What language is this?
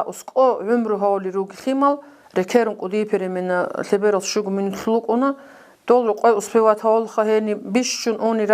Avaric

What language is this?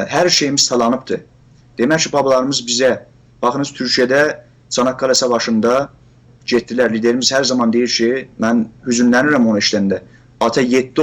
South Azerbaijani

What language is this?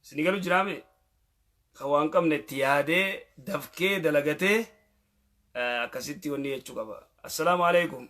Oromo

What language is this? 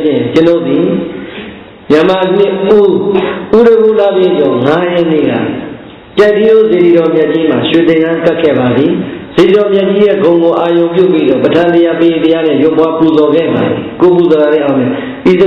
Burmese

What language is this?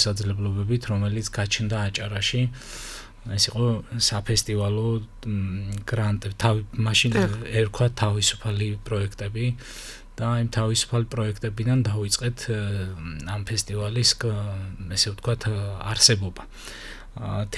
Georgian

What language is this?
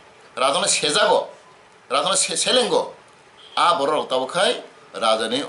Kok Borok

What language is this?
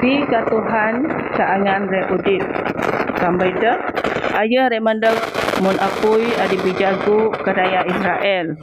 Biatah Bidayuh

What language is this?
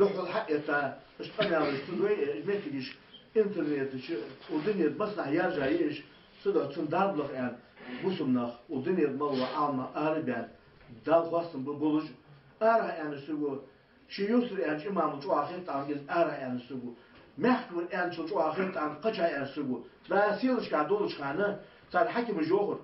Ingush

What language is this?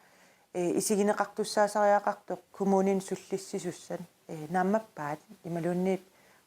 Kalaallisut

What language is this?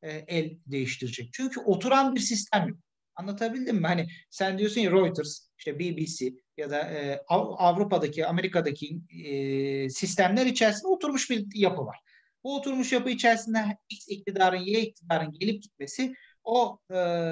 Turkish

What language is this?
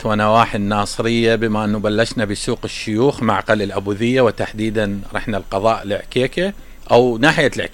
Mesopotamian Arabic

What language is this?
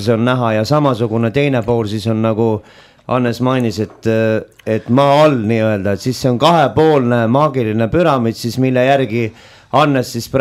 Estonian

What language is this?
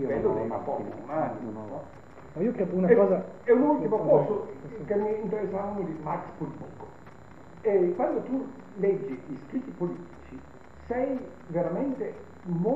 Italian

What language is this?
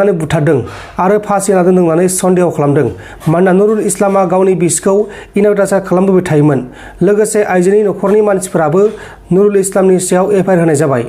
Bodo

